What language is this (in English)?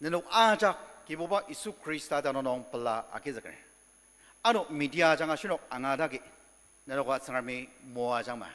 Ao Naga